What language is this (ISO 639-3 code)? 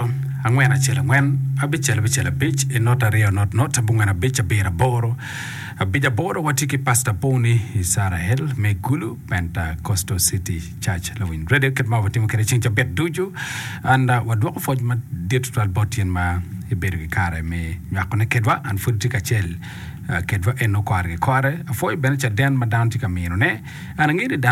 ach